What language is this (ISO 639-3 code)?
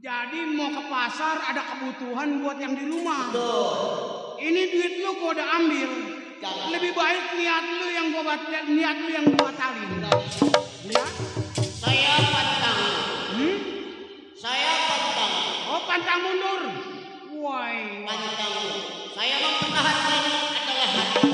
bew